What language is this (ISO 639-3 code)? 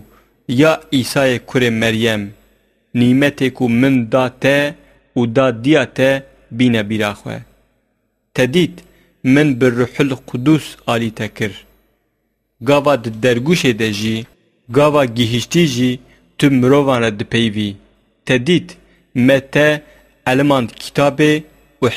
kur